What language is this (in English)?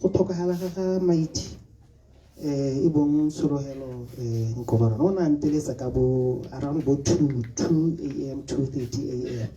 Tswana